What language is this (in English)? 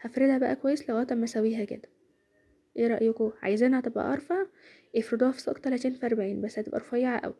Egyptian Arabic